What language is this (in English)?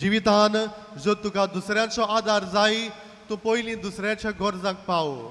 Konkani